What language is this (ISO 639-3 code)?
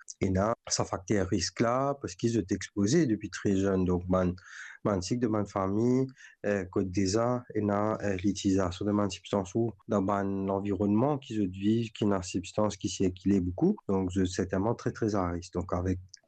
mfe